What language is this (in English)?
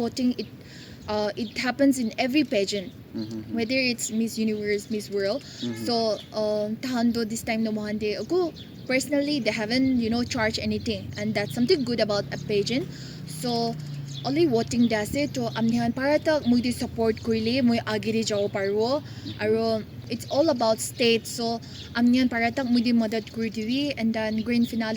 Naga Pidgin